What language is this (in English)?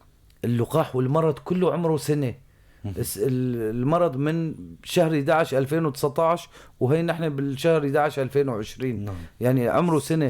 North Levantine Arabic